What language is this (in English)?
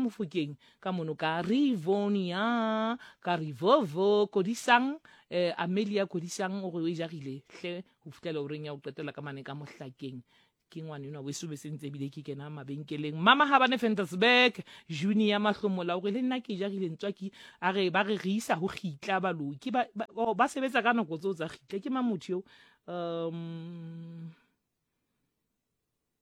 Southern Sotho